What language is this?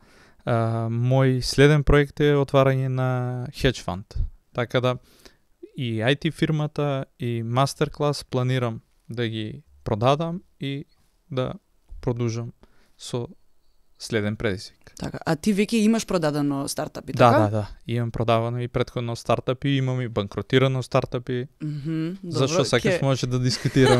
Macedonian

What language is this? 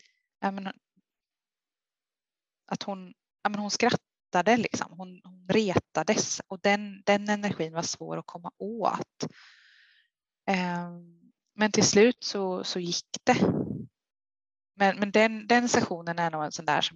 Swedish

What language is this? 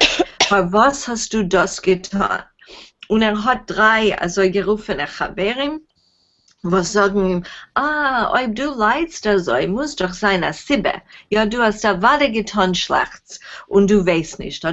Yiddish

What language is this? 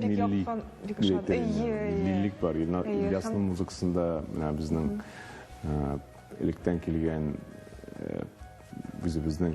Tatar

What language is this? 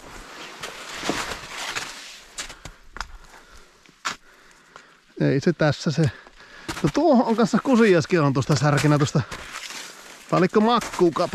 Finnish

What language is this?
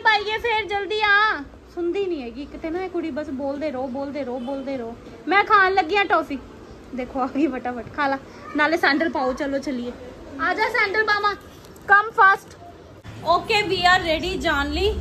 Punjabi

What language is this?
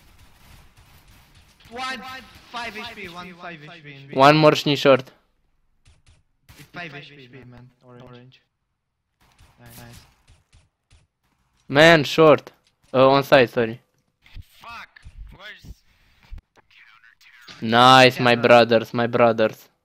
Romanian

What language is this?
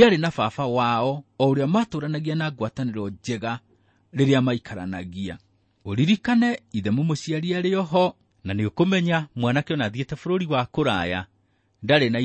Kikuyu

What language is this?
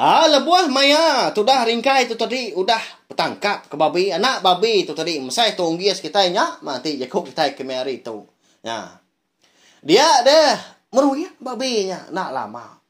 Iban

